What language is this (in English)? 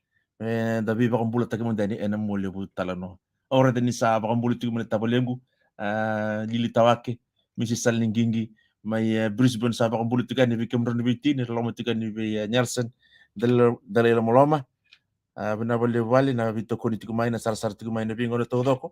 Fijian